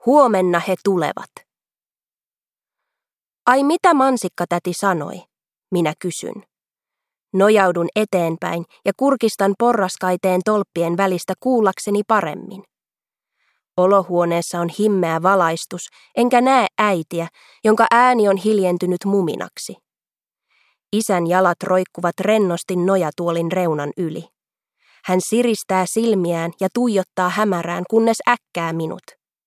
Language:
Finnish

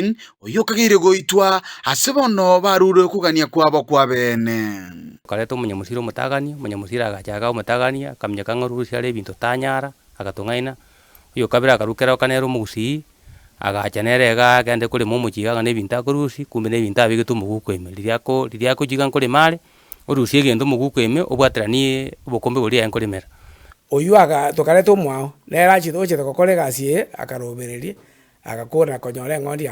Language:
Gusii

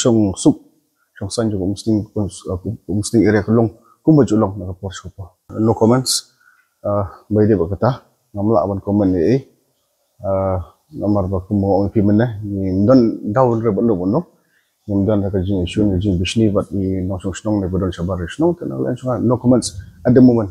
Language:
Khasi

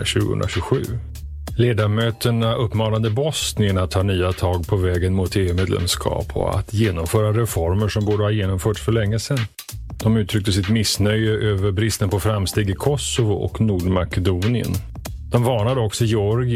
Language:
Swedish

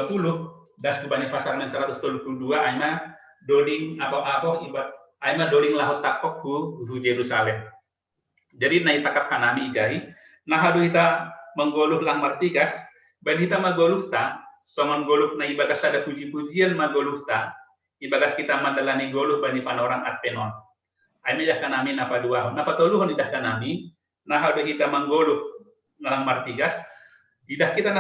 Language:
Batak Simalungun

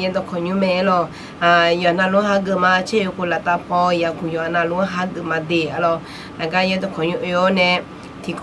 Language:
Akha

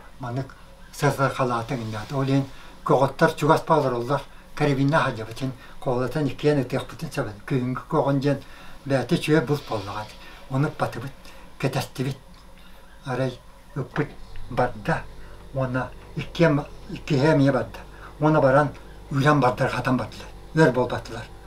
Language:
Yakut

